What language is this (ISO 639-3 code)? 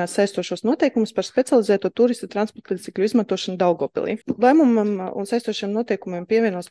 lav